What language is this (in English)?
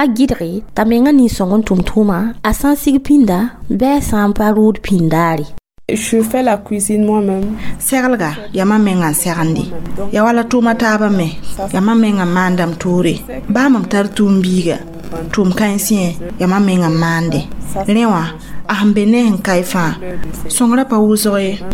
Mossi